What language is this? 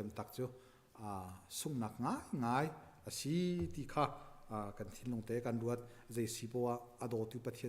Hakha Chin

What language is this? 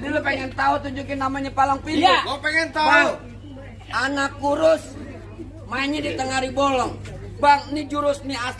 Betawi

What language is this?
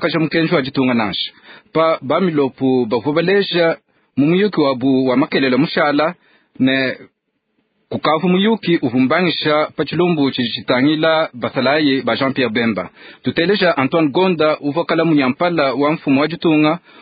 Luba-Lulua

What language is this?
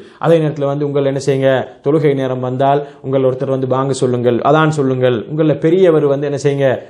Tamil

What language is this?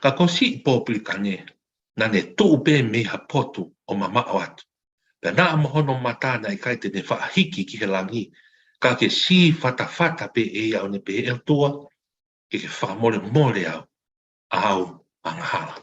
Tongan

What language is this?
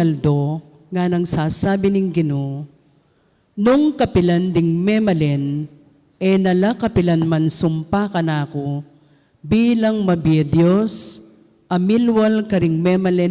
Pampanga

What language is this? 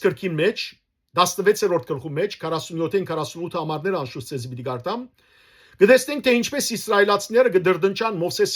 Western Armenian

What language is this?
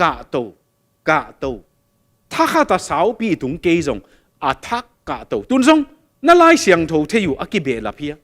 Tedim Chin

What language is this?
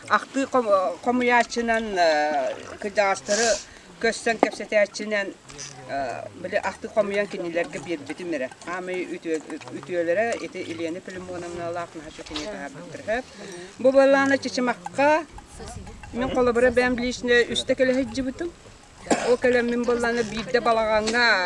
Yakut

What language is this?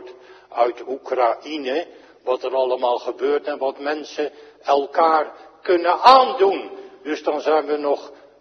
Dutch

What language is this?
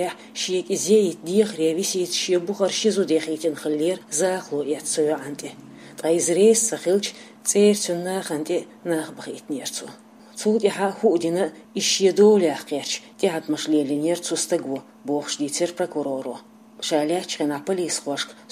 Chechen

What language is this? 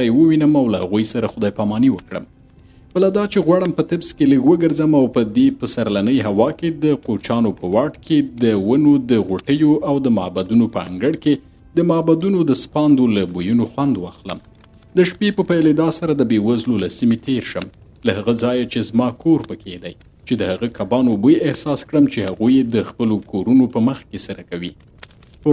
Pashto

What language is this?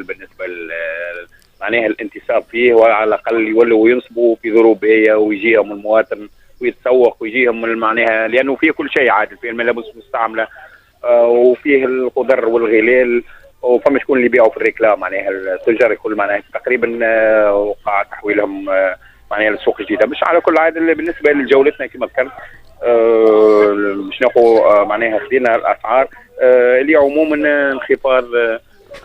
Tunisian Arabic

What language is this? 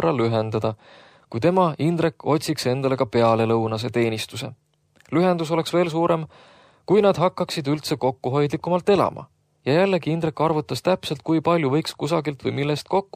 Estonian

